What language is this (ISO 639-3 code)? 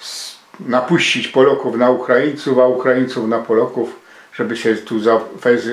szl